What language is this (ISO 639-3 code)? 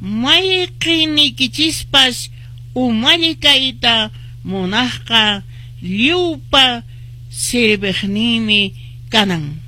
que